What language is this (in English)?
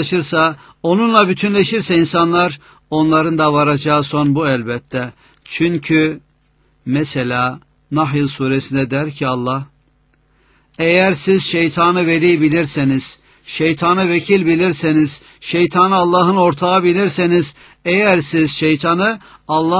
Turkish